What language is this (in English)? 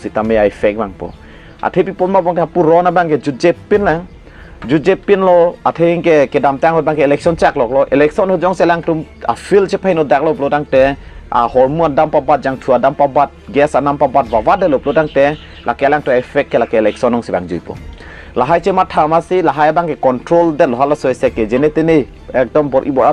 Karbi